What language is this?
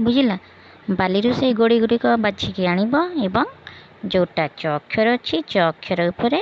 Odia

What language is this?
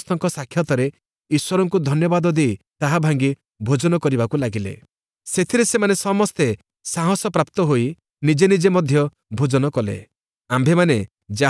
Odia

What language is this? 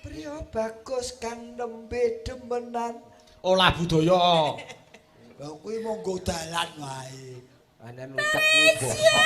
Javanese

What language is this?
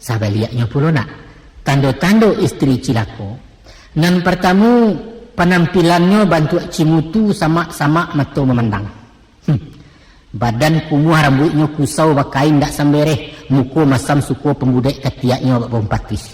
Minangkabau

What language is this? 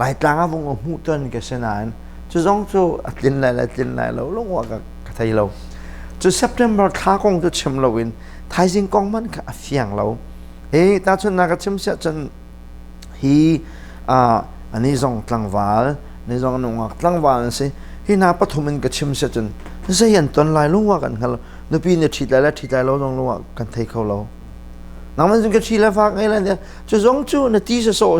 Hakha Chin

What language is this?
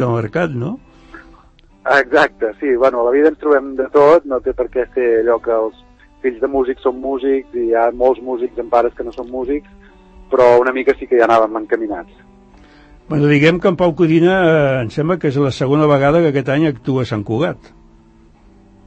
Catalan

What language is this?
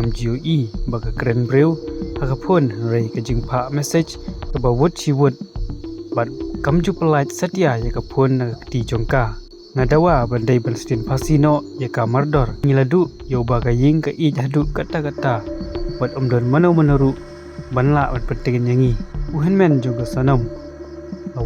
Khasi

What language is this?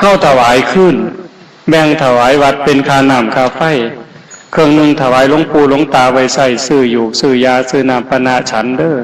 Northeastern Thai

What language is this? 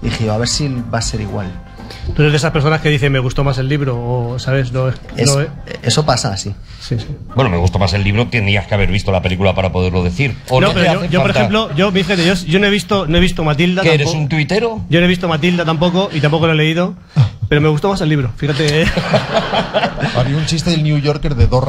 Spanish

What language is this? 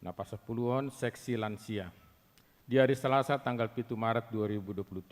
Batak Toba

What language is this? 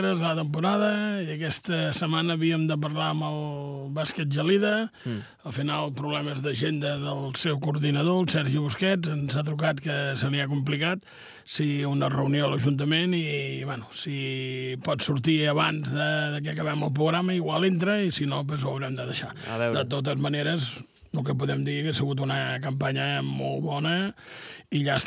Catalan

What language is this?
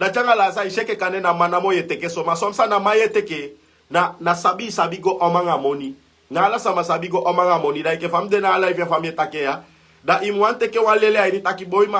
Sranan Tongo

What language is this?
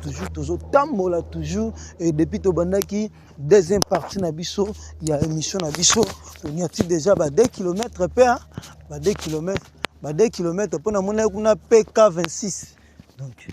Lingala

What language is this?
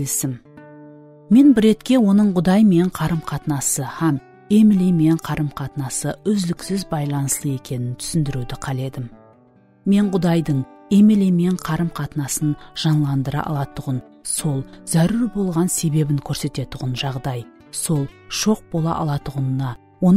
Kara-Kalpak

